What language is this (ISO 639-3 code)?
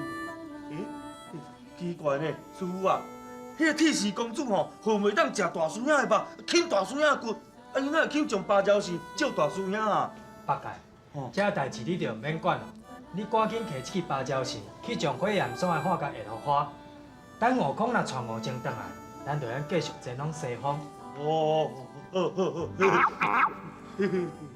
nan